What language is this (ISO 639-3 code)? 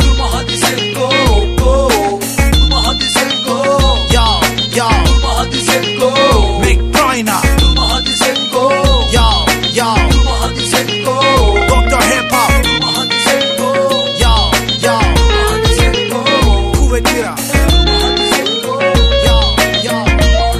tur